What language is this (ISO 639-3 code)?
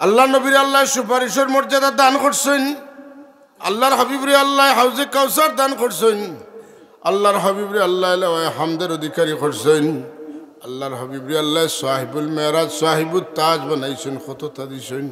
syl